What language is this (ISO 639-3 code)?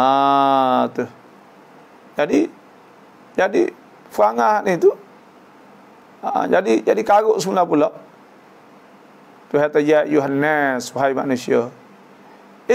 msa